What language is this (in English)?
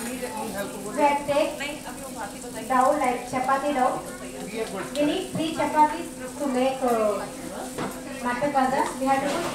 English